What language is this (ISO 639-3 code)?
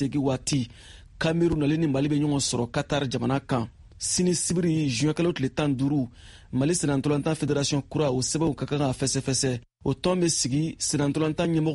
bam